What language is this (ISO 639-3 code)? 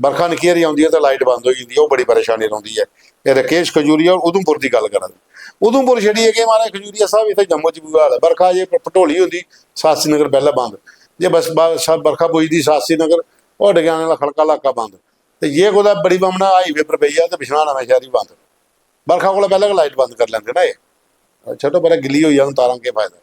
doi